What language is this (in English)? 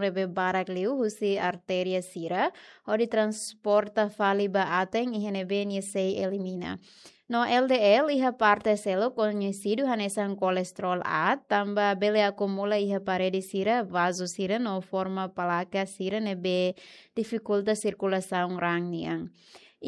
Tetum